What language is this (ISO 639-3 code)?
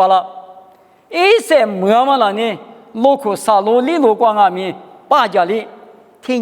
lis